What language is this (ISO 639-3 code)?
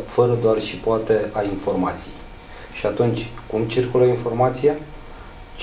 ron